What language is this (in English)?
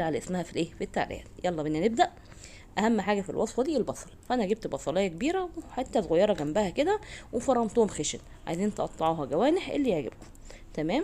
Egyptian Arabic